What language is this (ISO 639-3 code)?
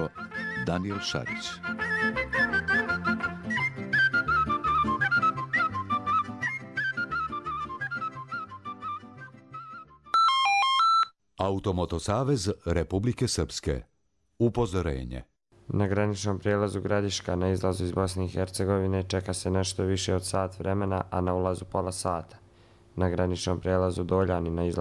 srp